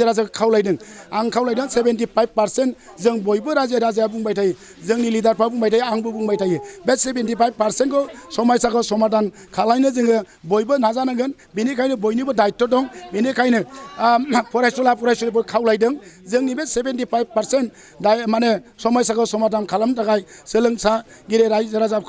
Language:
Bodo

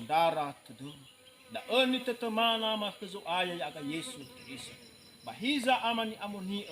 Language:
Nias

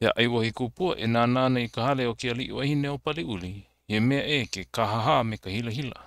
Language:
Hawaiian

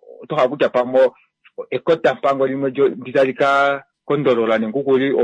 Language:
Kuanyama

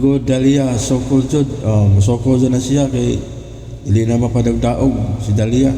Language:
Cebuano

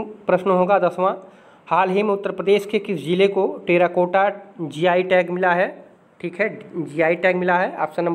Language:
Hindi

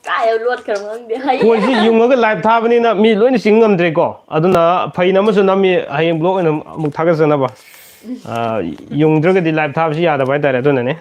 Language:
Manipuri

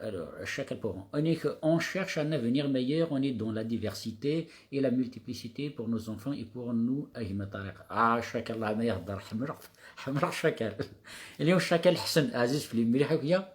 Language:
Kabyle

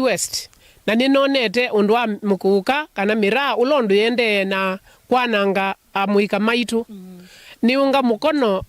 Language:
Kamba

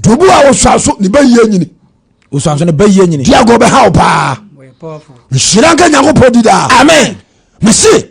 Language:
Akan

